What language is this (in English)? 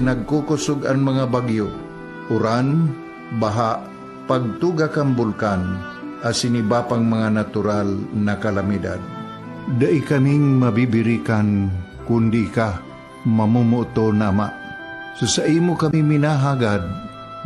Bikol